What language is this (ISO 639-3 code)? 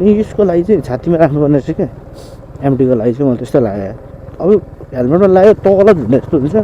nep